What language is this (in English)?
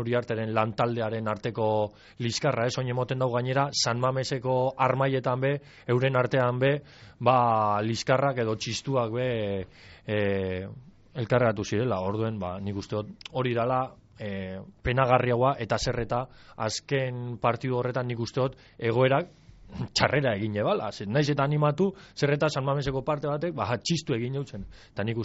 Basque